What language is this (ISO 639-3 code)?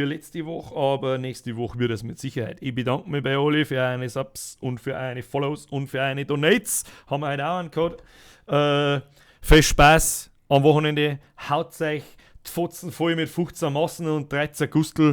bar